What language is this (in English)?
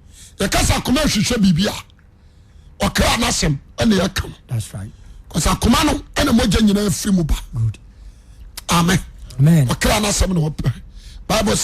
Akan